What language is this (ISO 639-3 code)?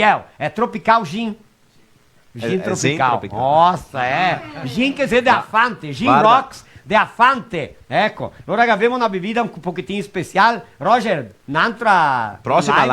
vec